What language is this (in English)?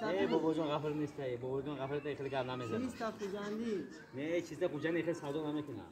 Tajik